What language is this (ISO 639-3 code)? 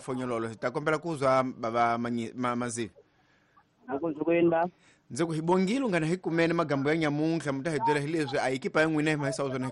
tso